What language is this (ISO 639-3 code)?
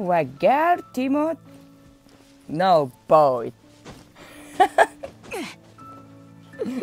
jpn